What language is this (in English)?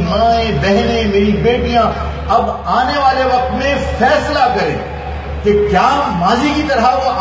Urdu